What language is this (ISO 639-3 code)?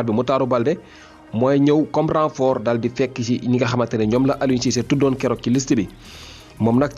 wol